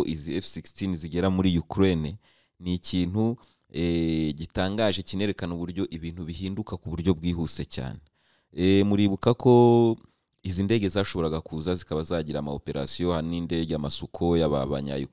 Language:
Kinyarwanda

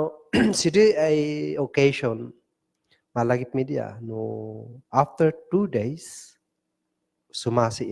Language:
Kankanaey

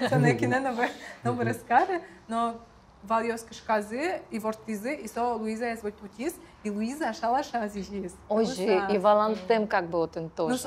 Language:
Udmurt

